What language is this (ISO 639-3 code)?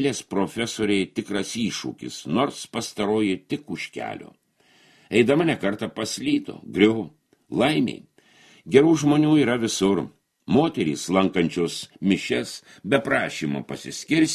lit